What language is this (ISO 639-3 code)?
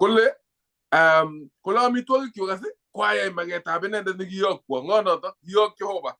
kln